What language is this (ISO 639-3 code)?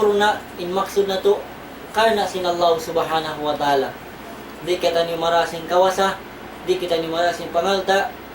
tsg